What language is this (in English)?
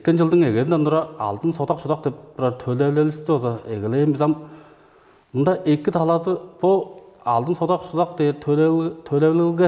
Tuvinian